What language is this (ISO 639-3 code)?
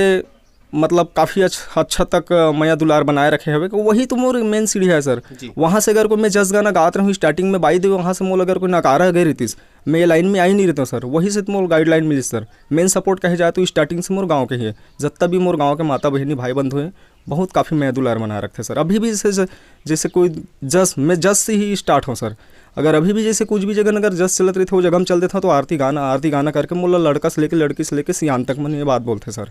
hne